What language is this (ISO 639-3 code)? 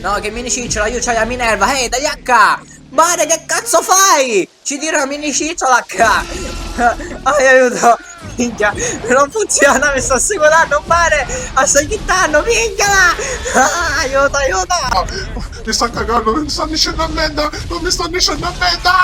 scn